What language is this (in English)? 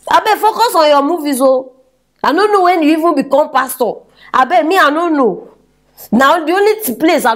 Nigerian Pidgin